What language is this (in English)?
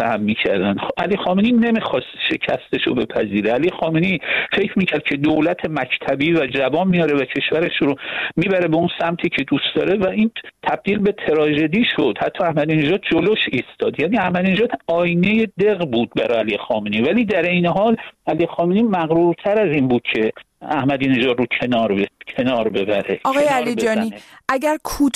Persian